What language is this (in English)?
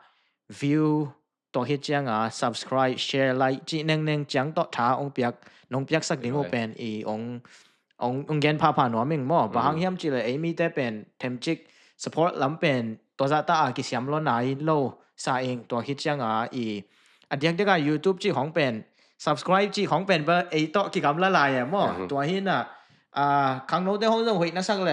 Tedim Chin